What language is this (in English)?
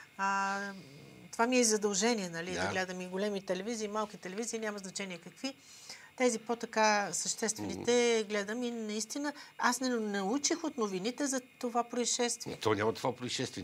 Bulgarian